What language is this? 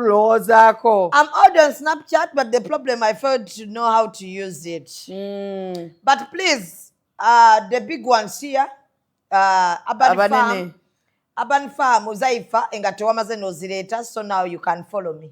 Ganda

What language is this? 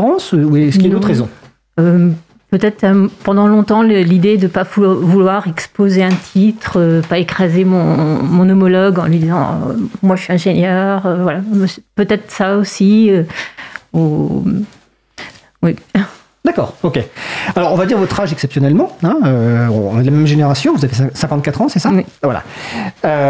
French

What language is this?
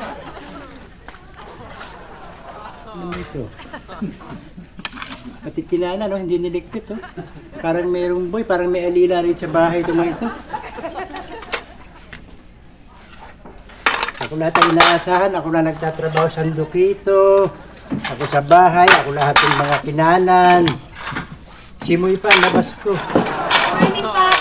Filipino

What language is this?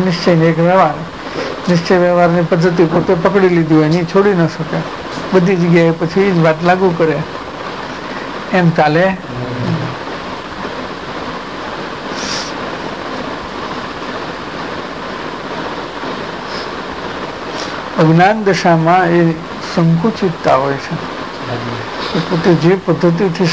Gujarati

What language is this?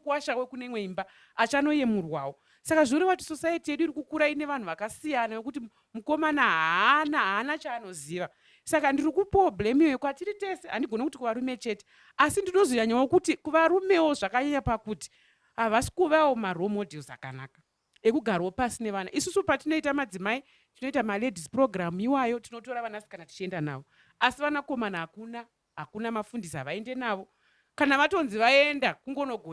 Shona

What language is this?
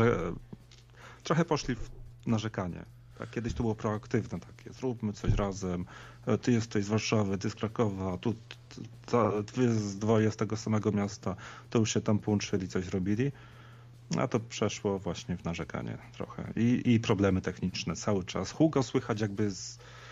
Polish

